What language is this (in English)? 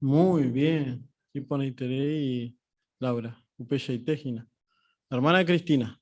Guarani